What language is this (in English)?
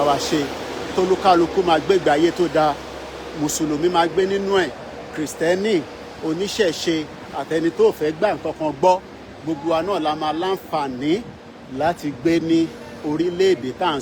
Yoruba